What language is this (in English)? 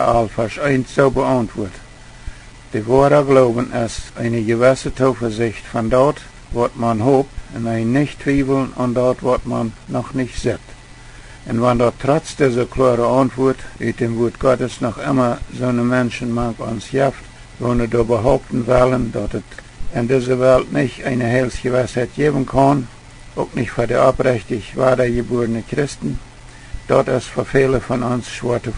Plautdietsch